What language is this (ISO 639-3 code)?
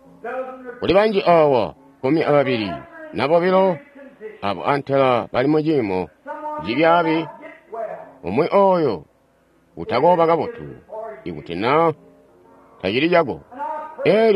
toi